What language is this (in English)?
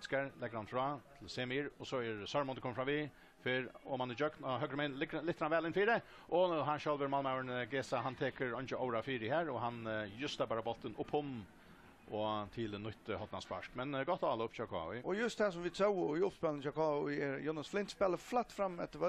Faroese